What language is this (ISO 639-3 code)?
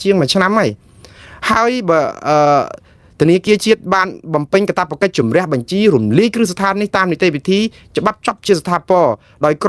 khm